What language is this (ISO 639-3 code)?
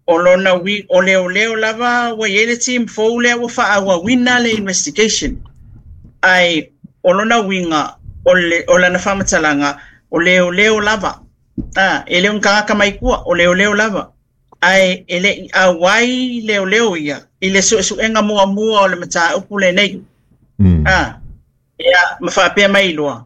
smo